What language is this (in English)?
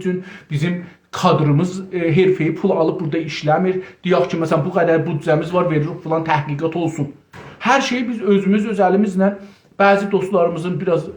South Azerbaijani